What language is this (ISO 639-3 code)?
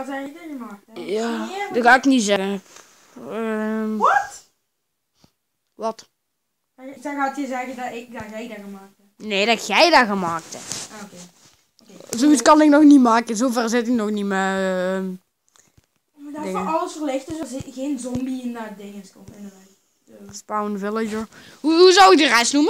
nld